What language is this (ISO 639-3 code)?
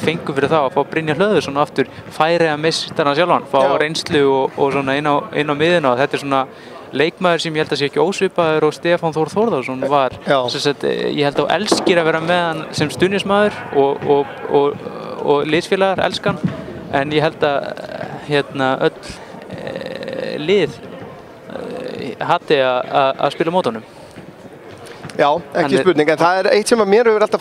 isl